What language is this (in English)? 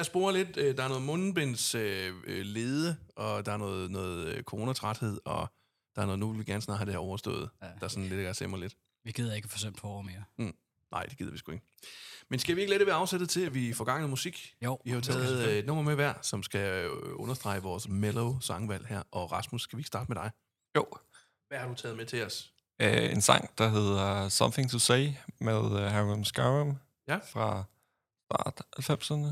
Danish